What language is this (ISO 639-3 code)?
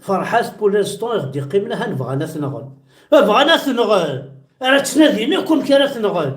kab